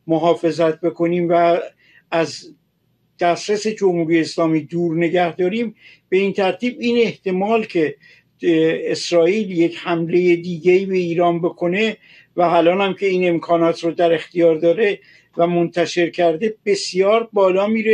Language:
Persian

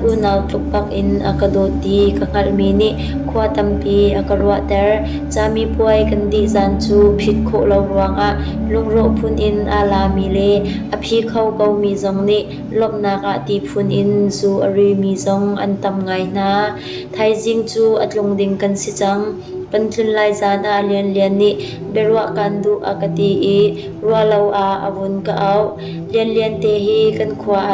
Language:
Hakha Chin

